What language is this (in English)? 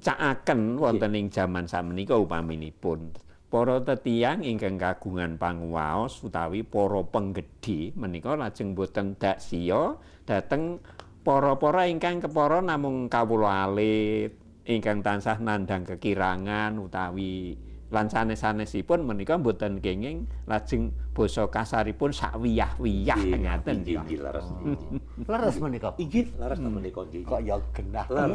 Javanese